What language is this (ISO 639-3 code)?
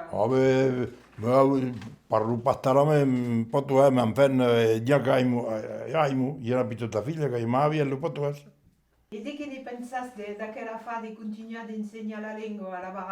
oci